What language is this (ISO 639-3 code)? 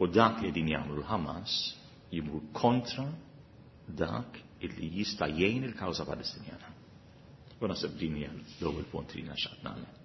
mlt